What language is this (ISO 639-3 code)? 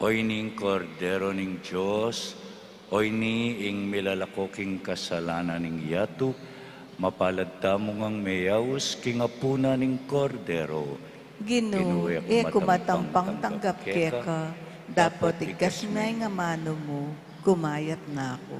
pam